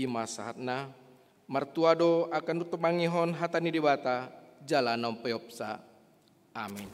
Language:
Batak Toba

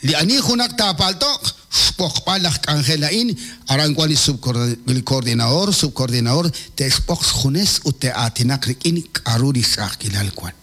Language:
Kekchí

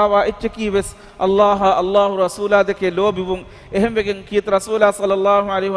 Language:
Divehi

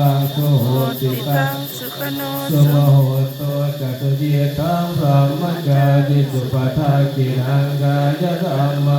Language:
Pali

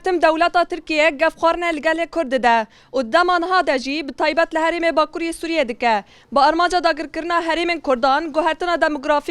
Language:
Kurdish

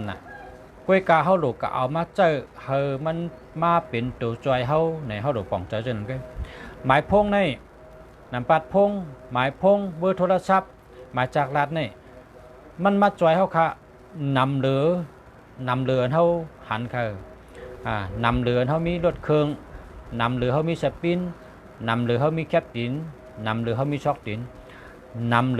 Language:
Shan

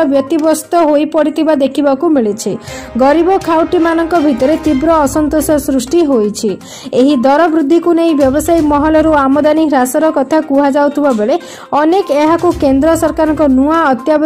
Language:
Odia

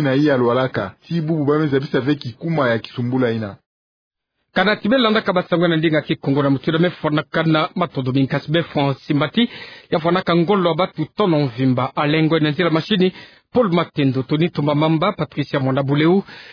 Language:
Kituba (Democratic Republic of Congo)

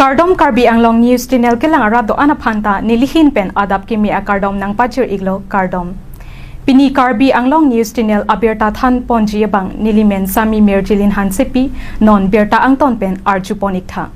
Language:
Karbi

